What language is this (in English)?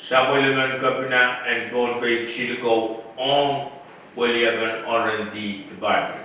Pohnpeian